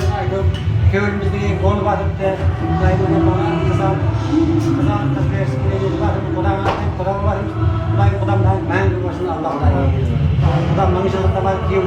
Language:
Kara-Kalpak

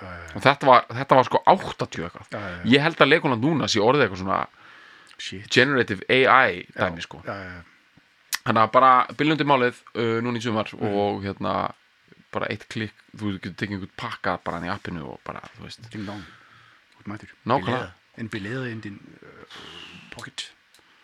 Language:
Icelandic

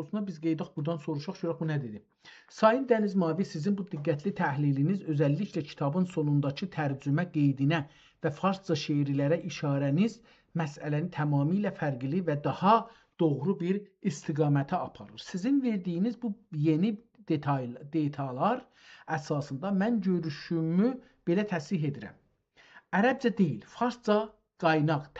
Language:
South Azerbaijani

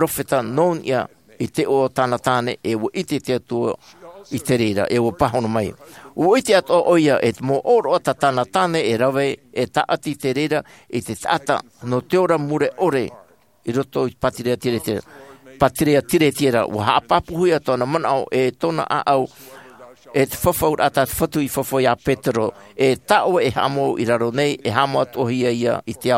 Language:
Tahitian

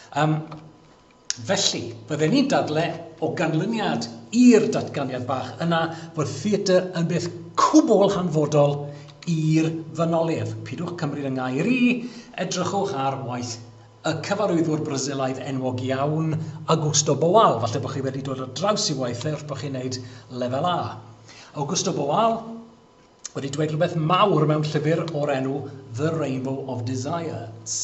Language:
Welsh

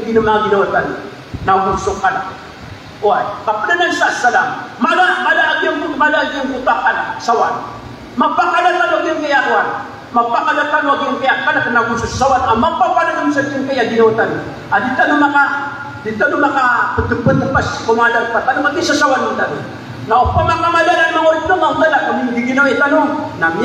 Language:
Maranao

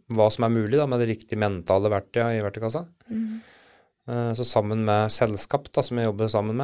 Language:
Norwegian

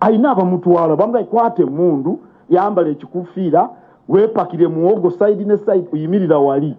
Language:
Ganda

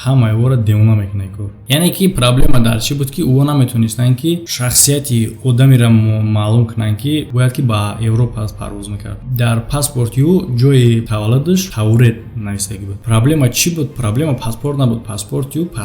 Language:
Tajik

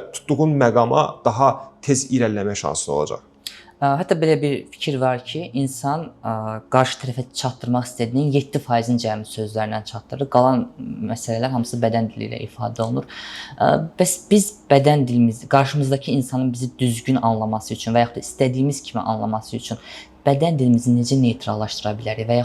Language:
Azerbaijani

